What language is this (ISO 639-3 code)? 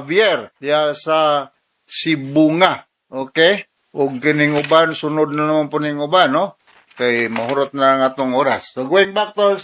ceb